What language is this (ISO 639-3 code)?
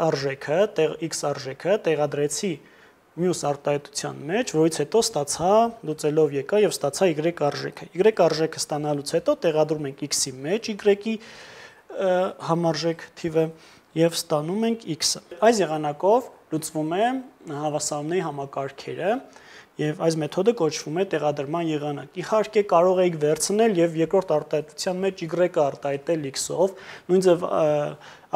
hye